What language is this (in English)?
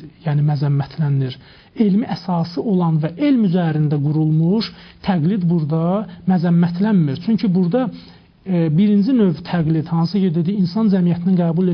Azerbaijani